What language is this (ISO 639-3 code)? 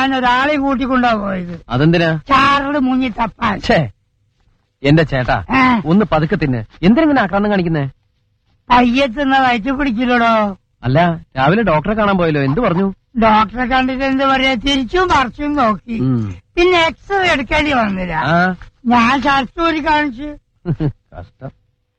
mal